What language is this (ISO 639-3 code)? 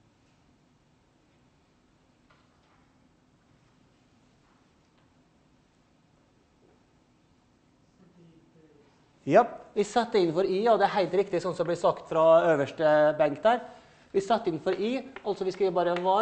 nor